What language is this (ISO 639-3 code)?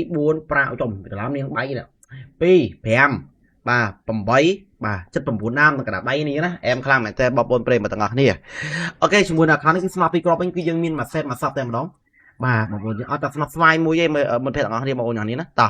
khm